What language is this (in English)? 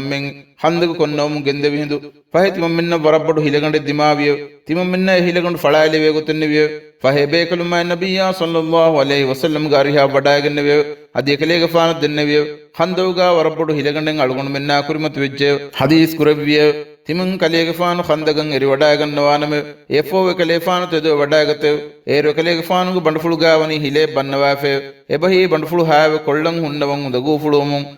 Divehi